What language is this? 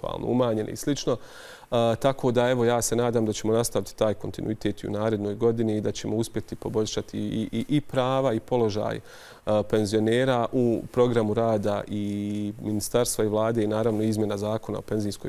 Bosnian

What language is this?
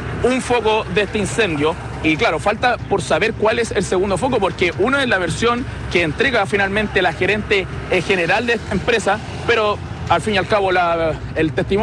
Spanish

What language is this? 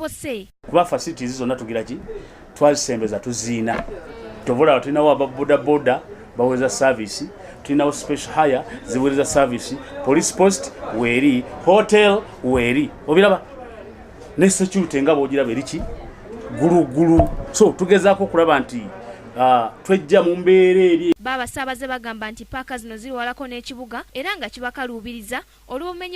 Ganda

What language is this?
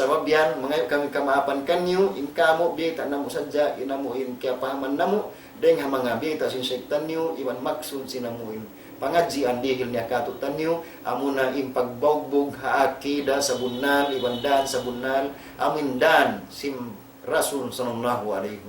Tausug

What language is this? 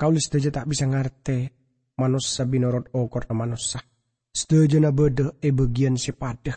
Madurese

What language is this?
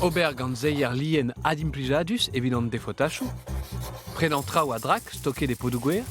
Breton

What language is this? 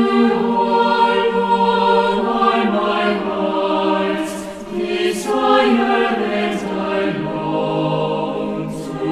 South Bolivian Quechua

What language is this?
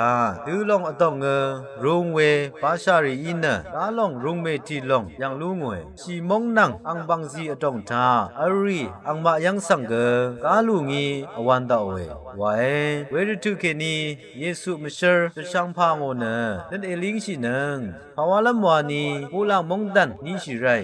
Rawang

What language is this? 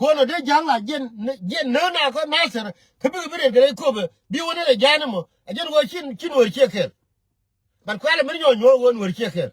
Nuer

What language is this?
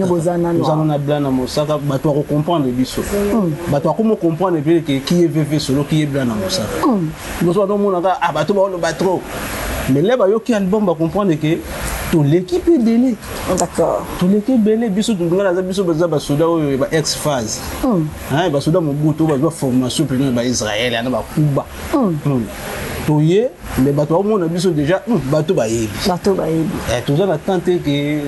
Lingala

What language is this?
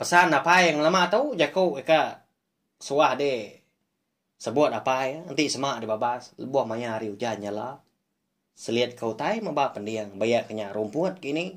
Iban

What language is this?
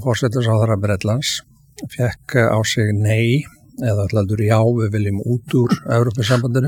Icelandic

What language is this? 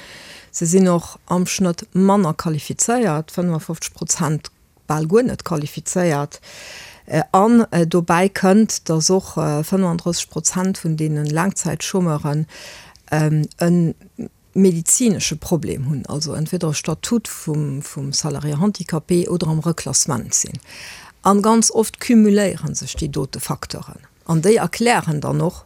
Luxembourgish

